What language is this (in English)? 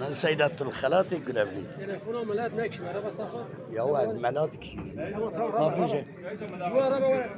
Kurdish